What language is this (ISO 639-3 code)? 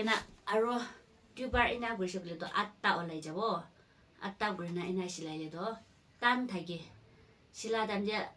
nag